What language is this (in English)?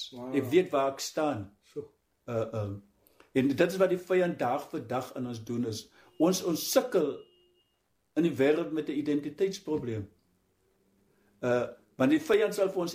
Afrikaans